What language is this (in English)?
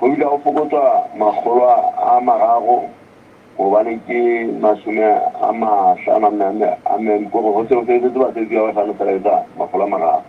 Southern Sotho